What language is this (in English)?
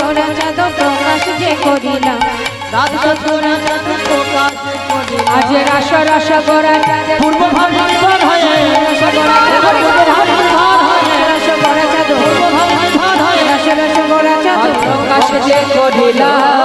Bangla